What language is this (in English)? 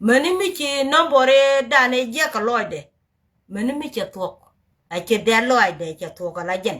Nuer